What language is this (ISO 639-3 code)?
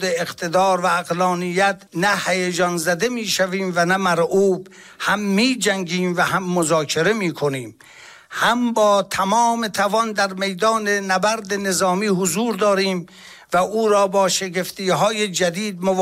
fas